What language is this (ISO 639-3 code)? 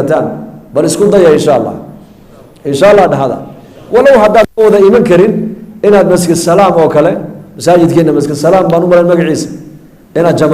som